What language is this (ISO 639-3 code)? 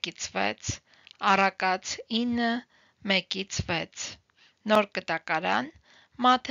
hye